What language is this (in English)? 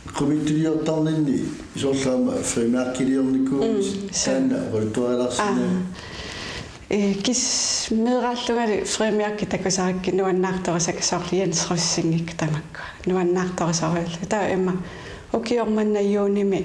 Kalaallisut